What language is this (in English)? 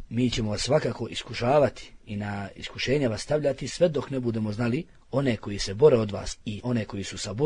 Bosnian